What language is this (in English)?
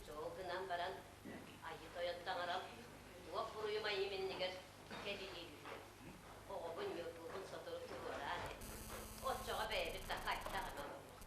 Yakut